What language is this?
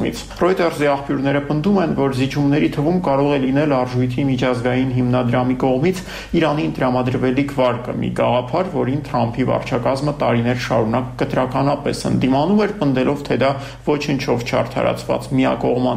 Armenian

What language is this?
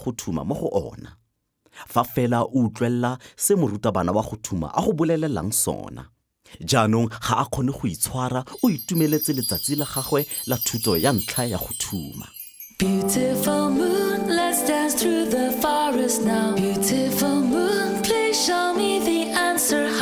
Tswana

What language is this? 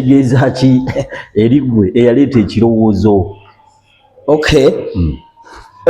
Ganda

